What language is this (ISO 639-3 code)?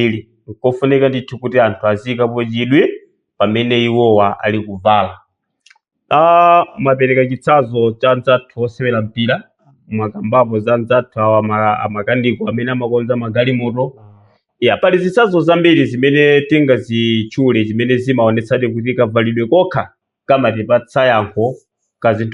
nya